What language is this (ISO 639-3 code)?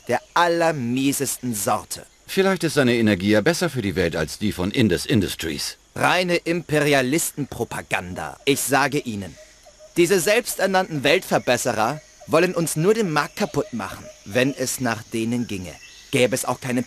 bar